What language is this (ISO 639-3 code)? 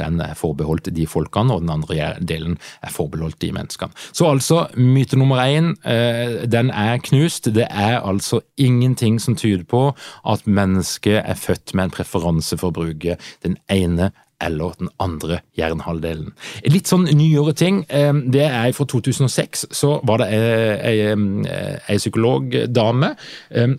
nor